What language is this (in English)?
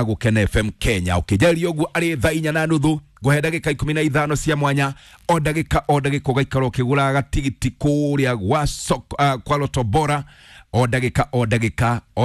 Kikuyu